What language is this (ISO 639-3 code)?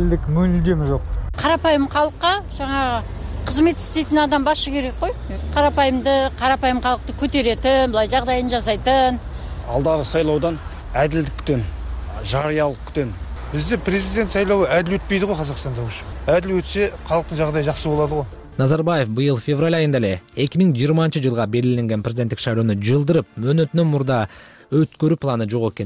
kir